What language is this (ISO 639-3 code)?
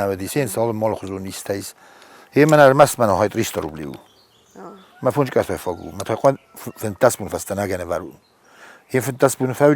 oss